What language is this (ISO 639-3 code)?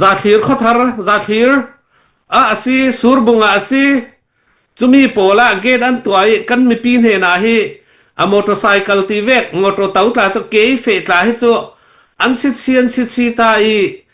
cnh